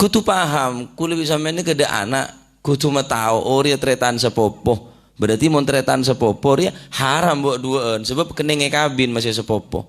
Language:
Madurese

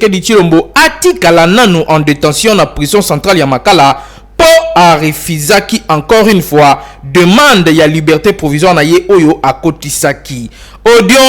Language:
Lingala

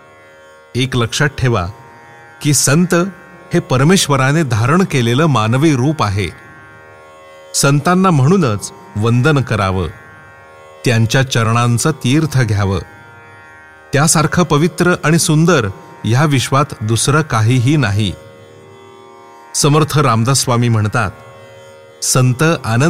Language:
Marathi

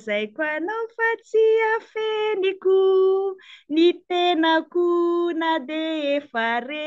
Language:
Malagasy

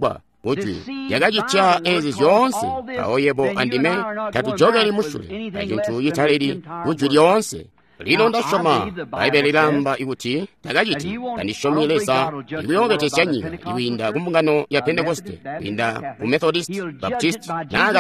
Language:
Tonga (Zambia)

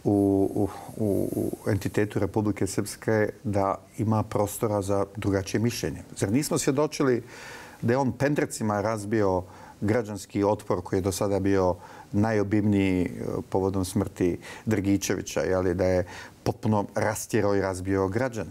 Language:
Bosnian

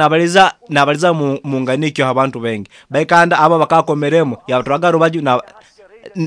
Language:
Nyoro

